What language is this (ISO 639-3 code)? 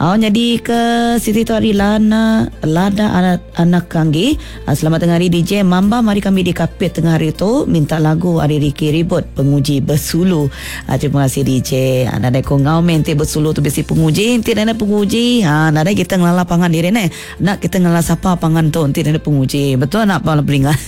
iba